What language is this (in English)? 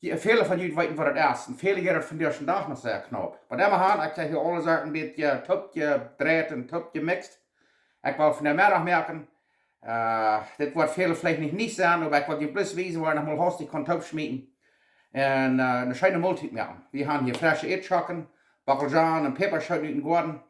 Plautdietsch